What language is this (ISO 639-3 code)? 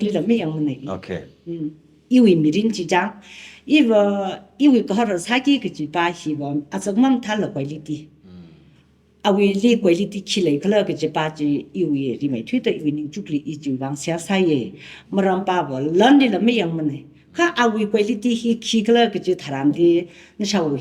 nmf